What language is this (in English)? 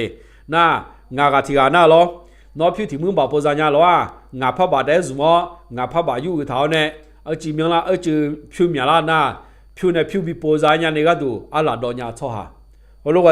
Akha